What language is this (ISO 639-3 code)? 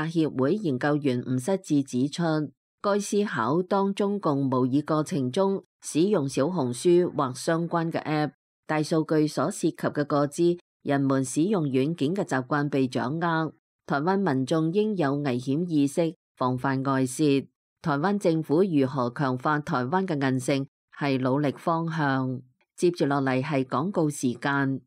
yue